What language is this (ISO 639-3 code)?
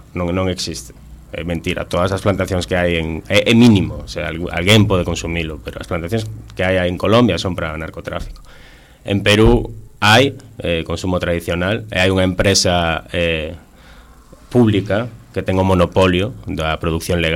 glg